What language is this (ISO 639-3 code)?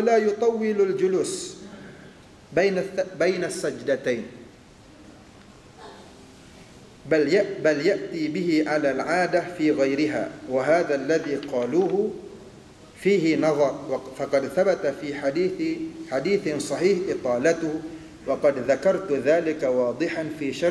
msa